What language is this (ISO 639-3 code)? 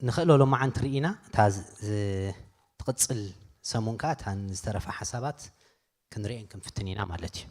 tir